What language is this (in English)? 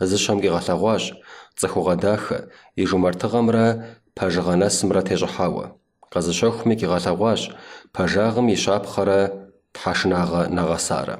Kabardian